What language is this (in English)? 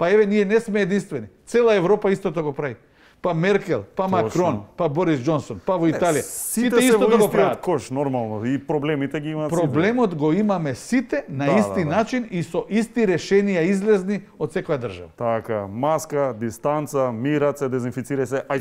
Macedonian